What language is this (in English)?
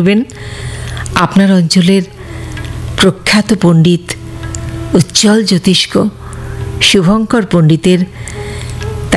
Bangla